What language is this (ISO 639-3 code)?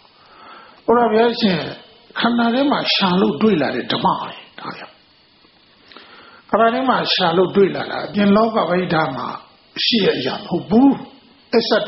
mya